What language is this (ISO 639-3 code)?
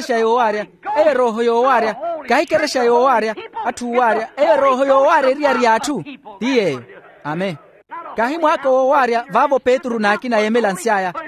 vmw